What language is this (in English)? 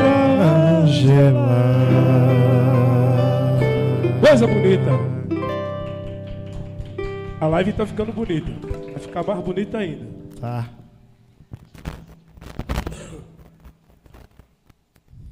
Portuguese